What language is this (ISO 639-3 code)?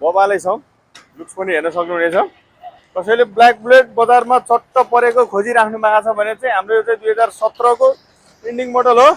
nep